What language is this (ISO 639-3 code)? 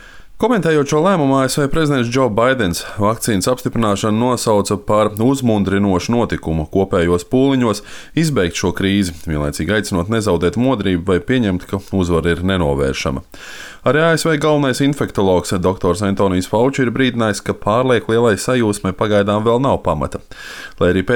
lav